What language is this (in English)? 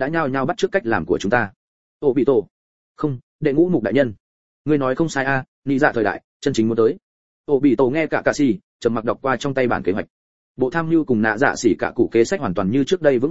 Vietnamese